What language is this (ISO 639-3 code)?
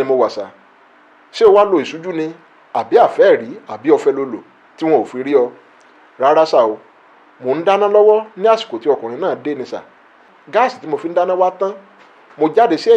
yor